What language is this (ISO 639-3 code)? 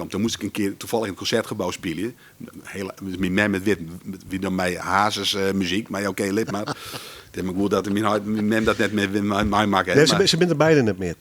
fry